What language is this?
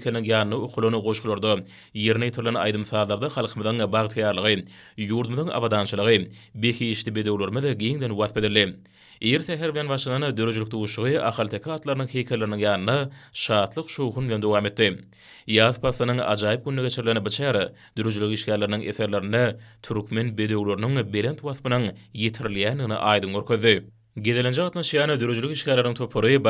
Turkmen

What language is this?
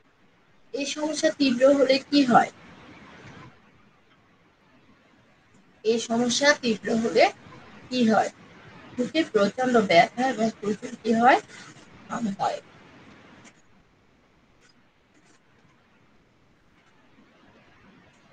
Bangla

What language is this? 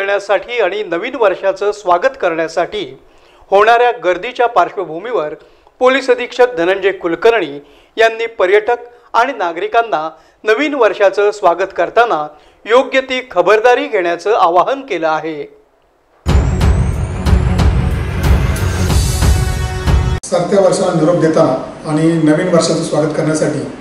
Marathi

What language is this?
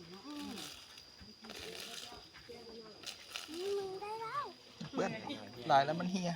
Lao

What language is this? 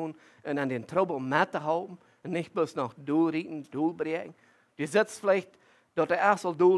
Plautdietsch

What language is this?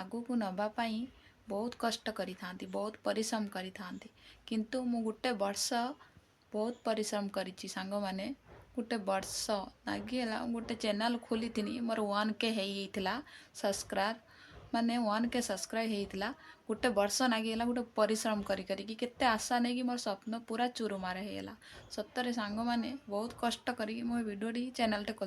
Odia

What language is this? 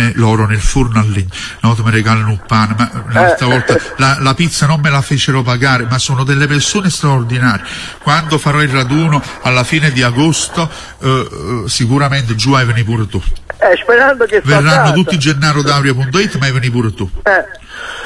Italian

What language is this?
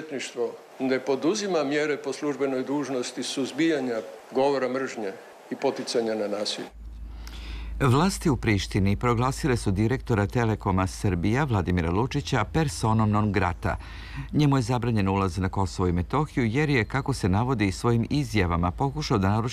Serbian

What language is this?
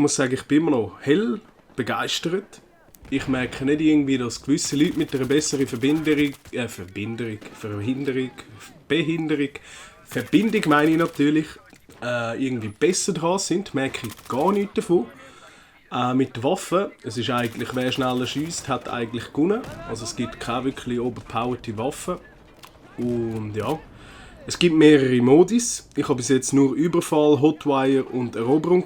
Swiss German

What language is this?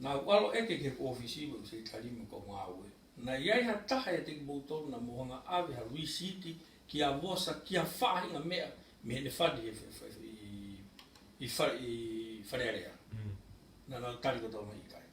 Tongan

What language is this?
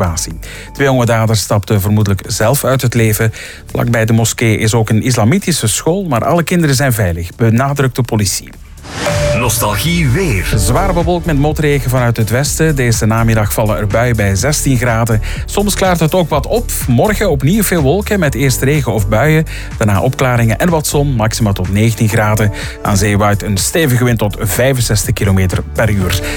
Dutch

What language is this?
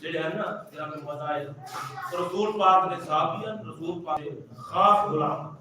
Saraiki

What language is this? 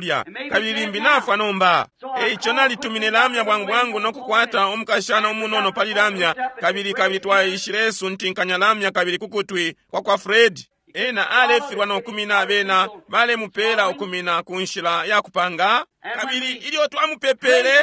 Bemba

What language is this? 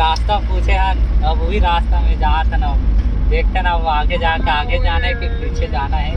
Chhattisgarhi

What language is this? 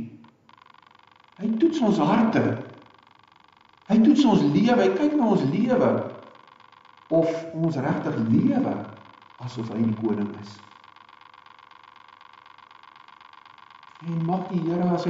Afrikaans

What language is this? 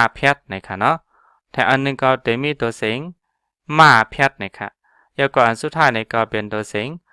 Shan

